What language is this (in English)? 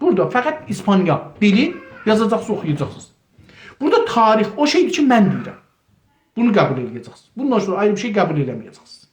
South Azerbaijani